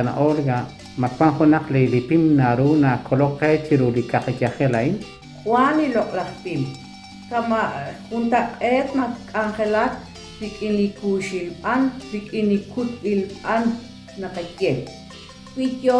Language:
Kekchí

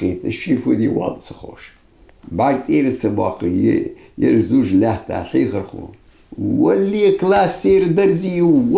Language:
Ingush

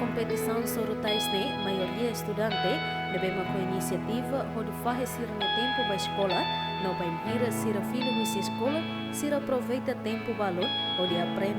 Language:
Tetum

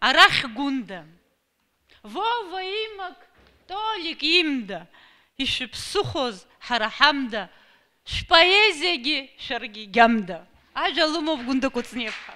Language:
Abkhazian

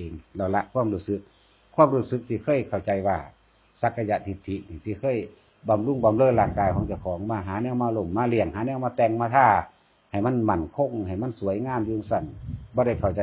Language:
Northeastern Thai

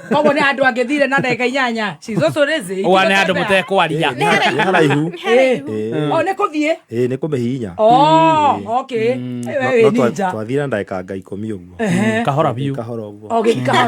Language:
Kikuyu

